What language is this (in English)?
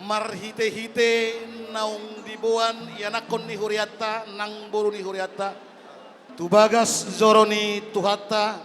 Batak Toba